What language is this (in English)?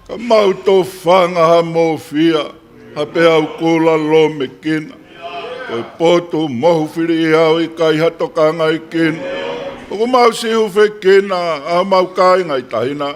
Tongan